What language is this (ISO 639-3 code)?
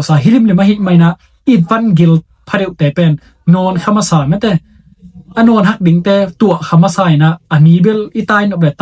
ctd